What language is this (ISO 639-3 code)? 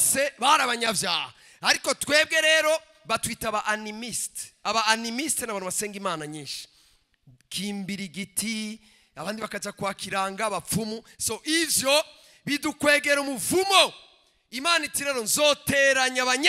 run